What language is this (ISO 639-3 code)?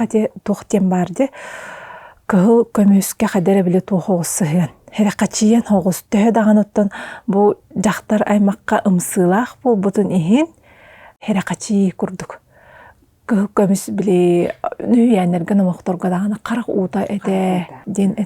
sah